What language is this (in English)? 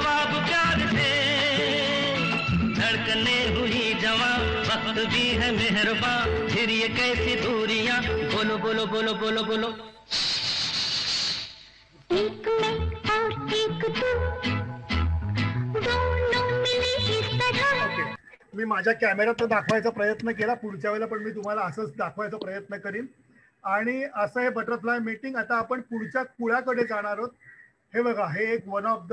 Marathi